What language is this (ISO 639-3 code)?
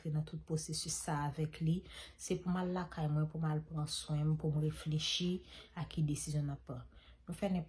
hat